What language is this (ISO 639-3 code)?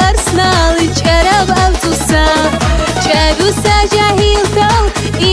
lbe